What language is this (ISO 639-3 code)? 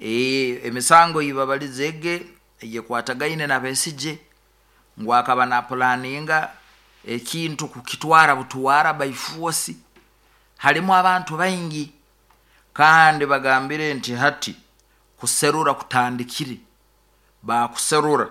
nyo